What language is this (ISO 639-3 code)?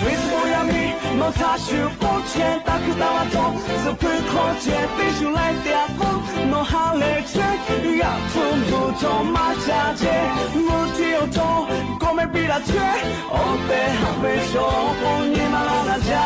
lhu